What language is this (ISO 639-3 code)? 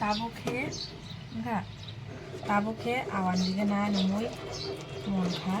trp